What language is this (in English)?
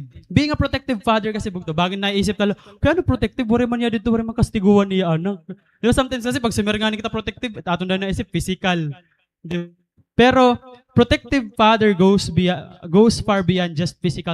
Waray